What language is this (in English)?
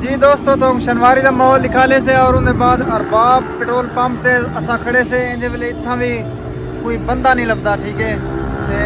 Saraiki